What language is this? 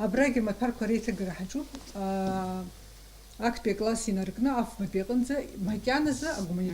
Abkhazian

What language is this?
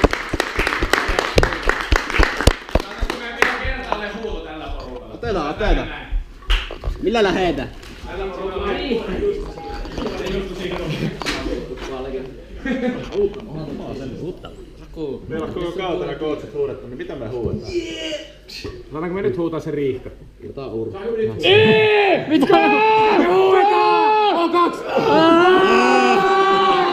Finnish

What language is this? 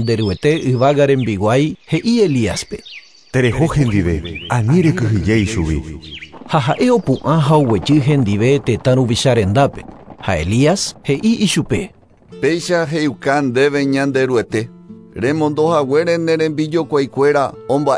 Guarani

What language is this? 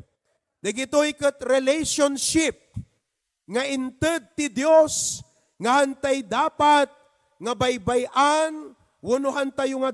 Iloko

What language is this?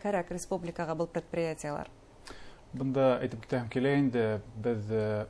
Bashkir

